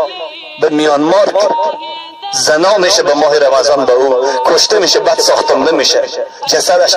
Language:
Persian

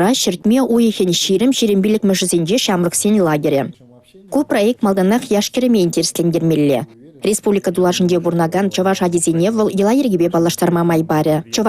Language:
Chuvash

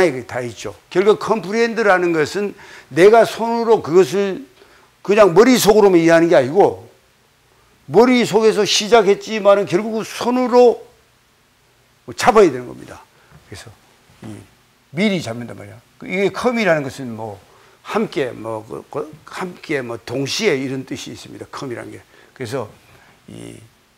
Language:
Korean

